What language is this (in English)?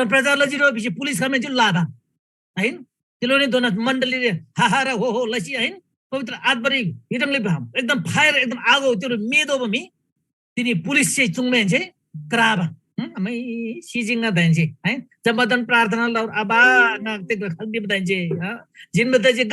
Eastern Tamang